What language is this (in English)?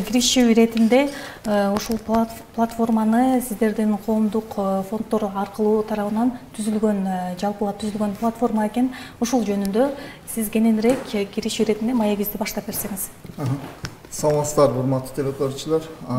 Kyrgyz